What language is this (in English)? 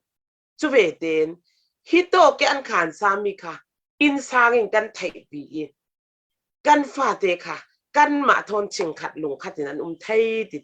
Falam Chin